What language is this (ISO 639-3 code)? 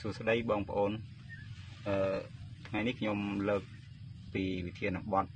khm